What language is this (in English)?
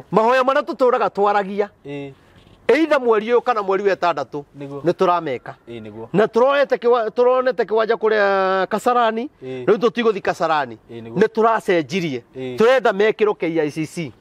Kikuyu